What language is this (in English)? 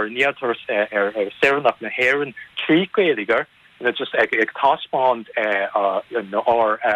Irish